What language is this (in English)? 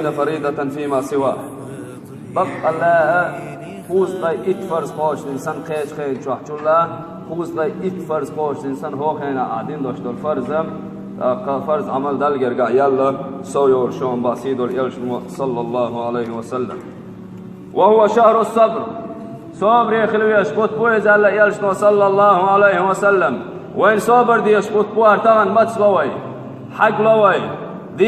Chechen